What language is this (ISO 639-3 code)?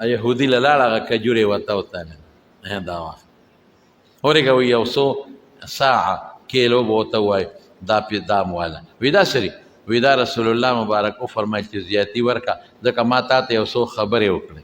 pus